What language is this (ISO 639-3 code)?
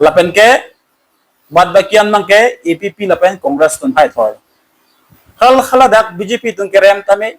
mjw